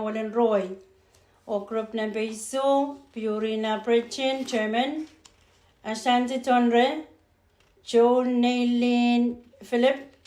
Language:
Pohnpeian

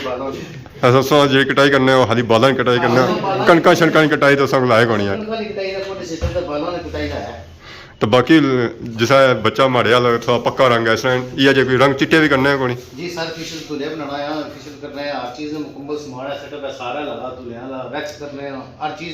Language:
Pahari-Potwari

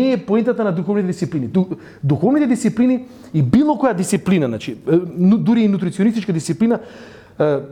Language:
Macedonian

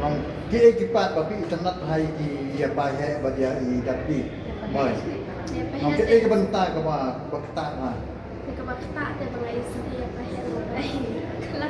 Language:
Khasi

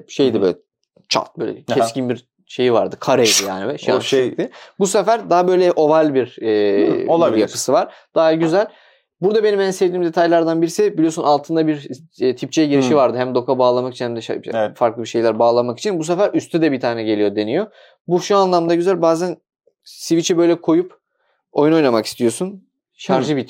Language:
Turkish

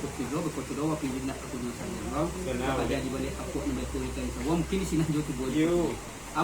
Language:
Minangkabau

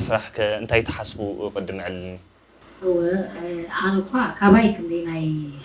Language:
Tigrinya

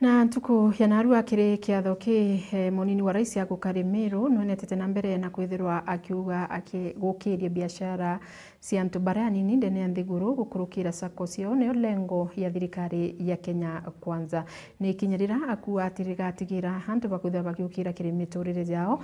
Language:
Meru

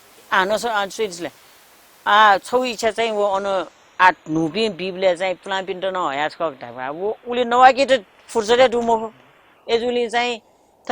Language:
Newari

